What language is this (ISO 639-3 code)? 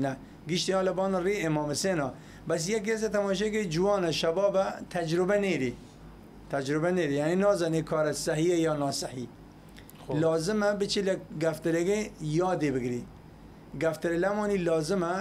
sdh